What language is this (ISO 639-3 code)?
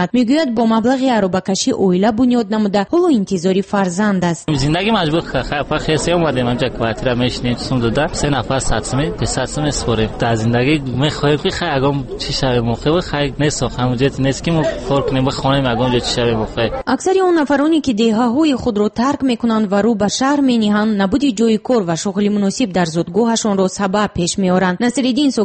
tgk